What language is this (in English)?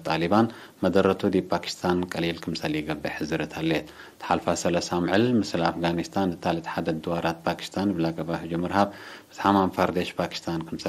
Tigre